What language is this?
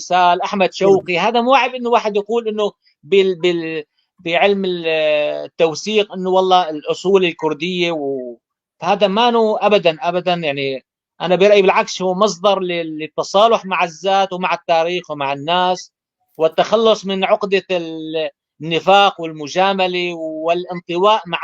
North Levantine Arabic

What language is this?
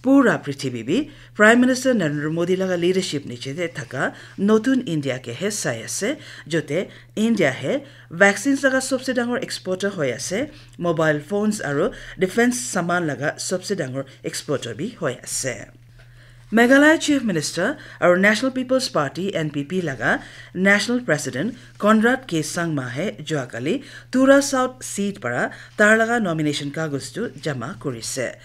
Naga Pidgin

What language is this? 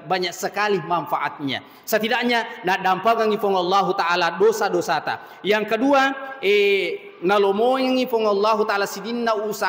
Buginese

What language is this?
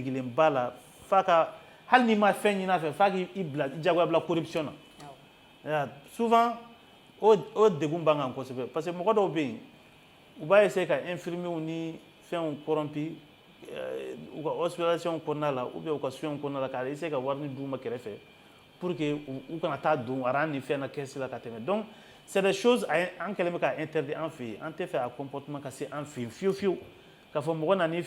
Bambara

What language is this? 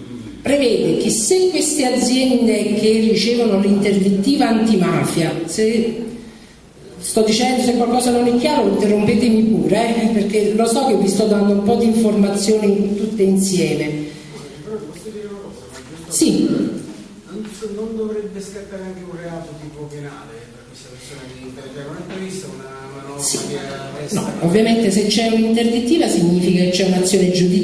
Italian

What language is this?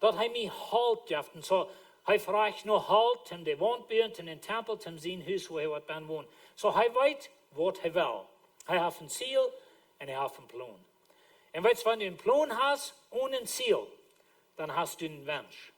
Plautdietsch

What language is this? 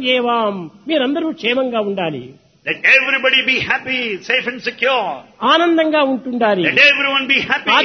Telugu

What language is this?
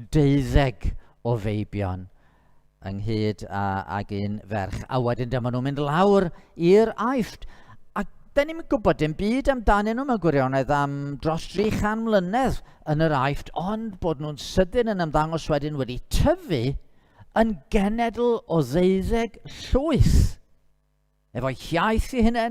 Welsh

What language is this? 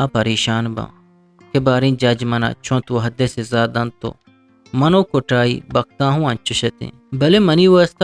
Eastern Balochi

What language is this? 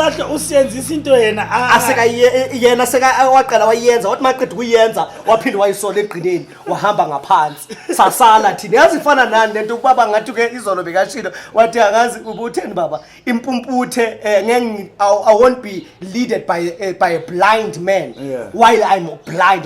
Zulu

